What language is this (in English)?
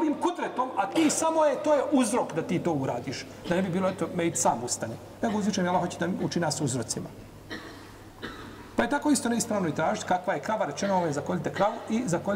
Bosnian